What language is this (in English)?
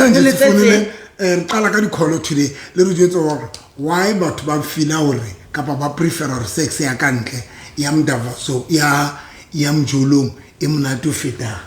Southern Sotho